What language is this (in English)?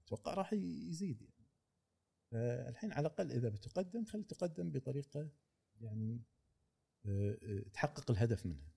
Gulf Arabic